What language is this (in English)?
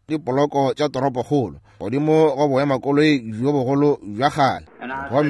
Northern Sotho